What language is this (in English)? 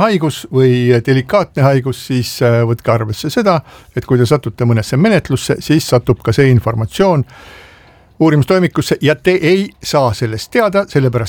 Estonian